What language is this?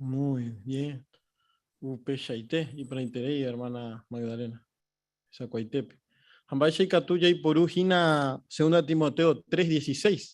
Guarani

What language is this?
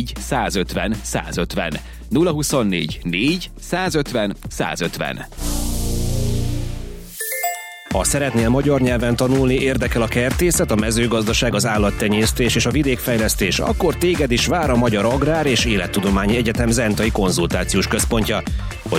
Hungarian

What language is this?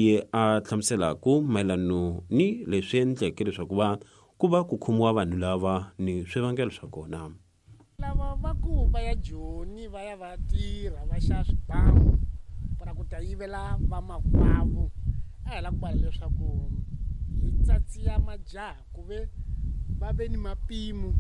Tsonga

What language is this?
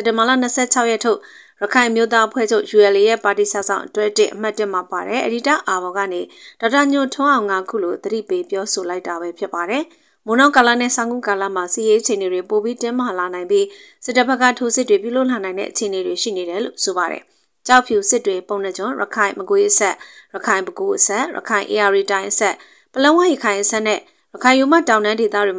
Burmese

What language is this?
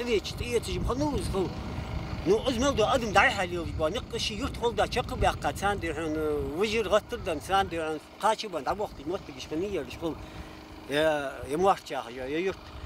Ingush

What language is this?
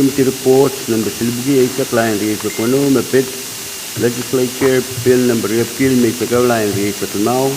Pohnpeian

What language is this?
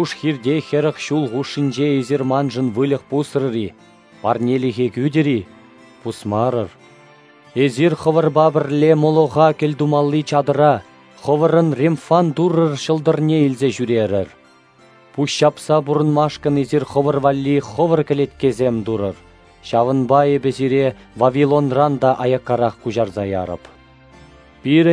Chuvash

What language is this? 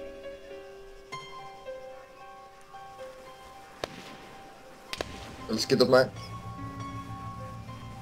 Afrikaans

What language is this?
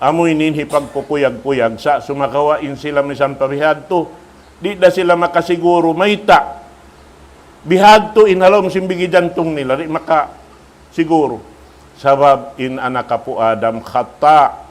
Tausug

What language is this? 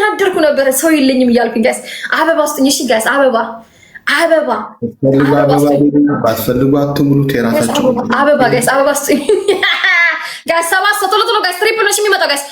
Amharic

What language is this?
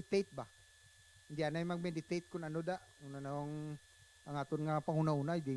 Hiligaynon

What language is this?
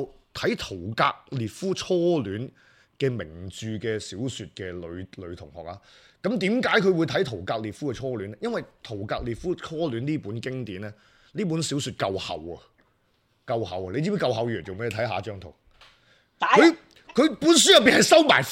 Cantonese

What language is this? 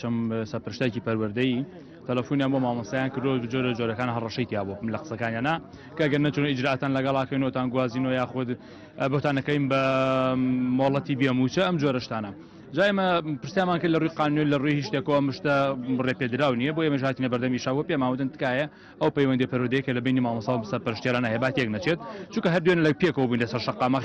Central Kurdish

